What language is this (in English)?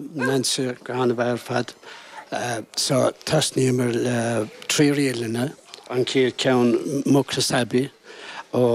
Irish